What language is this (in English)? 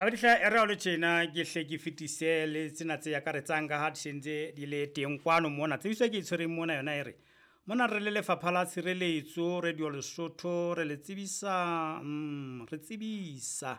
Southern Sotho